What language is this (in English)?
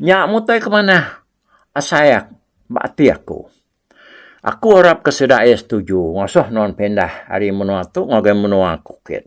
Iban